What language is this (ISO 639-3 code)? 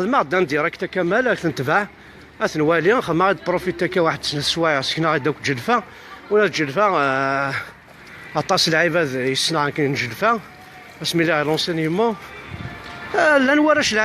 kab